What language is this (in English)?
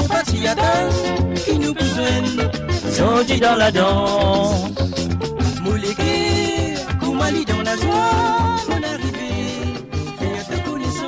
Morisyen